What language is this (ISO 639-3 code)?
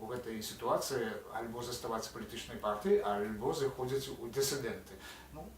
bel